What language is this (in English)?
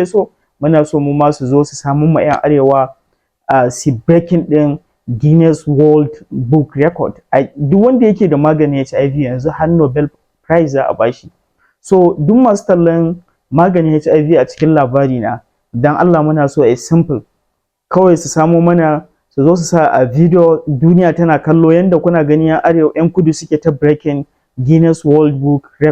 Hausa